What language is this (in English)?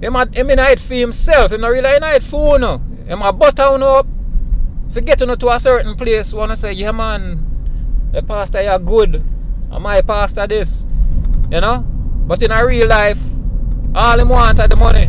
Jamaican Creole English